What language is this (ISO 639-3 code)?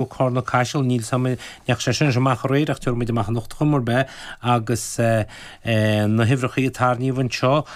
gle